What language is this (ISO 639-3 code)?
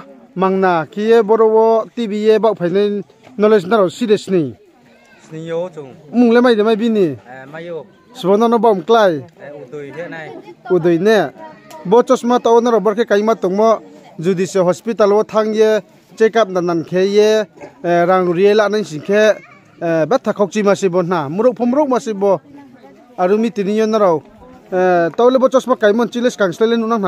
ria